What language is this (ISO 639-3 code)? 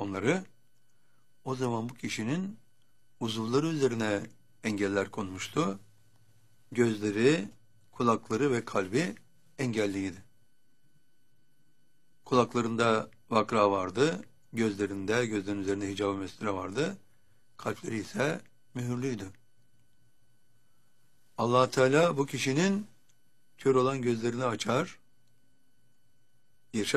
tur